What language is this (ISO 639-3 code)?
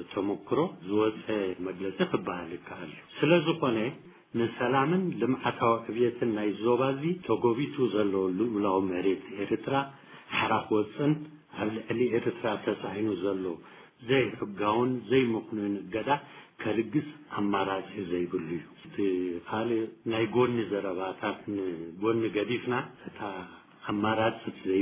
tir